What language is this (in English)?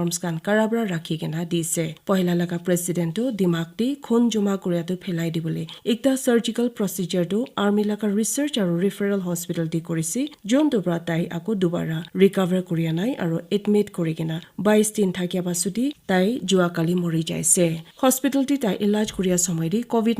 Naga Pidgin